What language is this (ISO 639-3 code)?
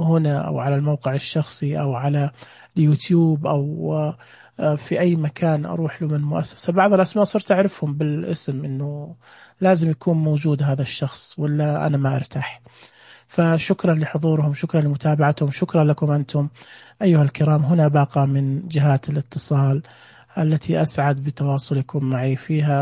ars